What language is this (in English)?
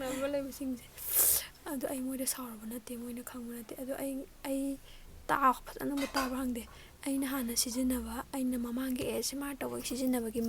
Manipuri